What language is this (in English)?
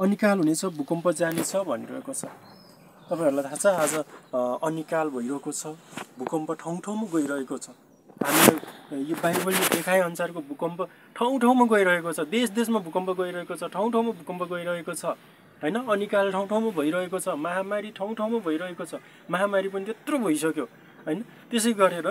Nepali